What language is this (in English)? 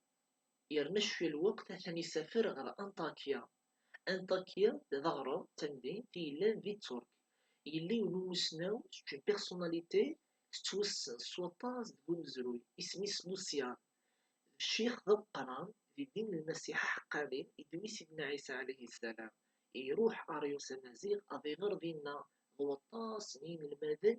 Kabyle